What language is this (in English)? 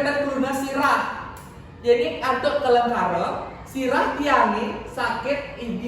Balinese